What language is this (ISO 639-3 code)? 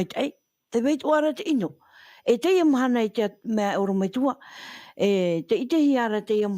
tah